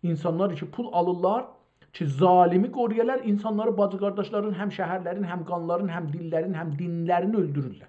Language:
South Azerbaijani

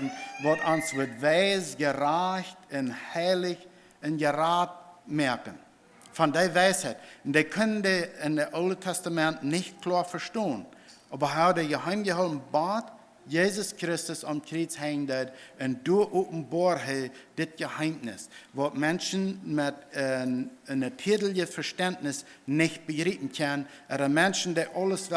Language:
Plautdietsch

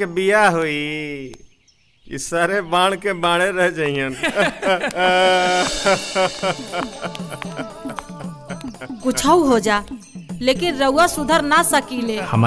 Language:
Bhojpuri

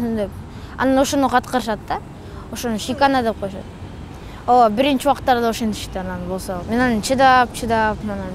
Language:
Kyrgyz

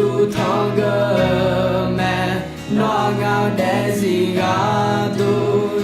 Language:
Akha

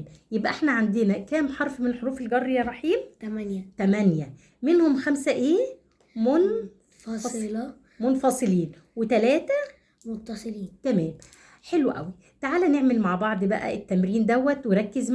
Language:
Egyptian Arabic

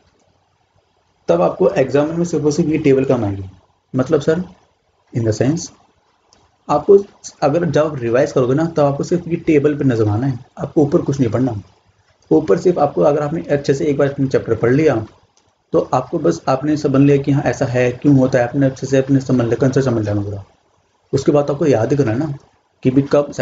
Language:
Hindi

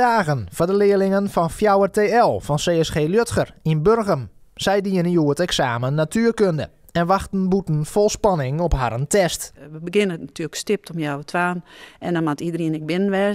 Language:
Western Frisian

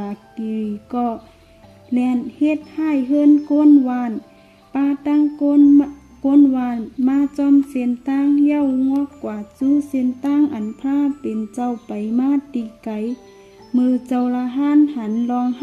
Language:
Shan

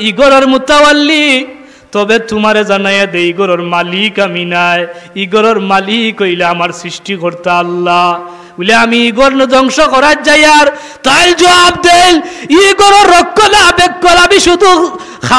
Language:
Sylheti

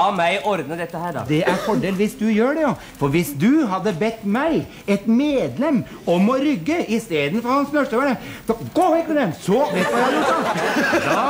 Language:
Norwegian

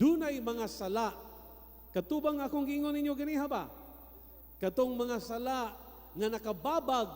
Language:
Cebuano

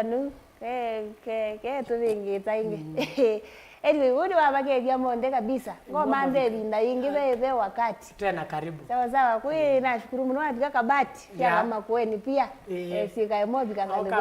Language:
Kamba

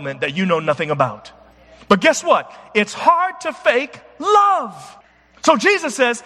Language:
English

